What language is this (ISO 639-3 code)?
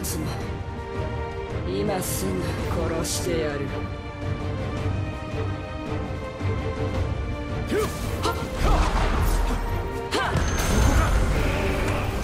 jpn